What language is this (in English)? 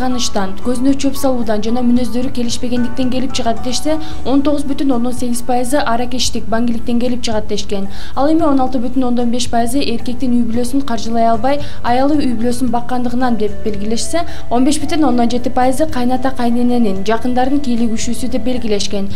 Kyrgyz